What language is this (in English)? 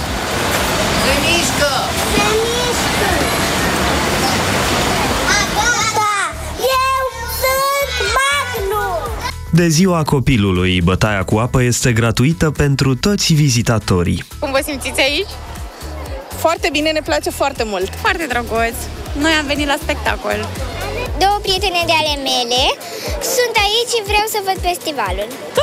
Romanian